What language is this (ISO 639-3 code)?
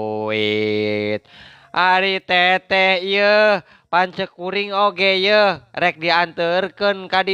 sun